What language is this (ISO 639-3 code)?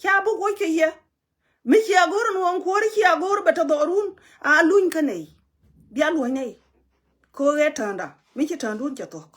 nus